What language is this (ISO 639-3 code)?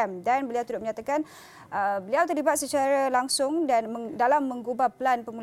msa